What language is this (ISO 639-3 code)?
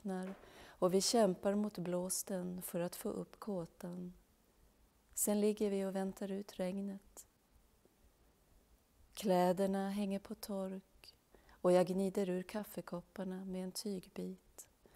swe